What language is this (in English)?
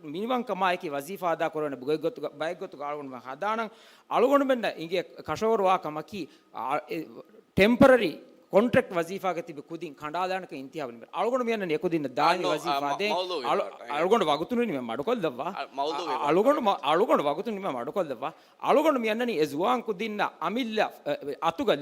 Divehi